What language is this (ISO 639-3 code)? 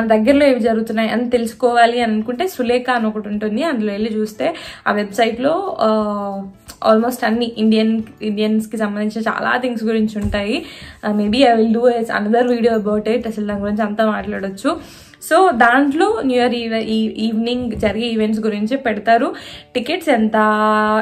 tel